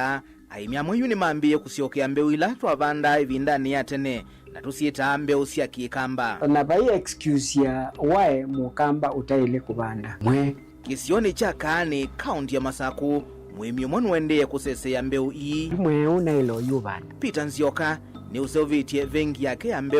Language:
Kamba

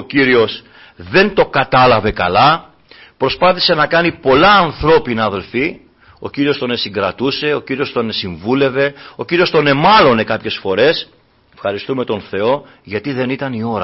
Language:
Greek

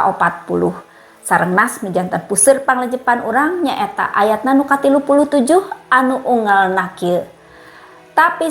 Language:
Sundanese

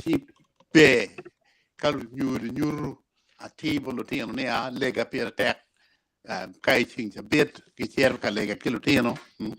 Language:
Acoli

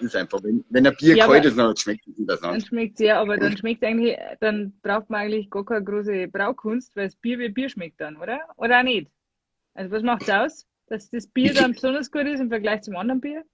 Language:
Bavarian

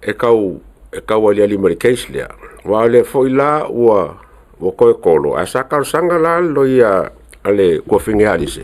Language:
Samoan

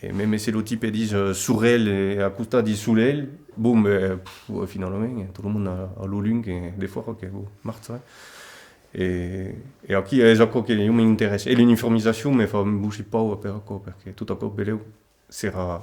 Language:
Occitan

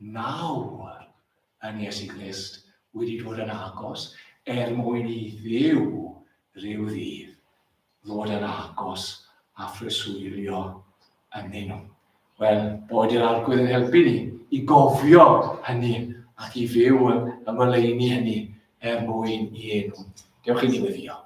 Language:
Welsh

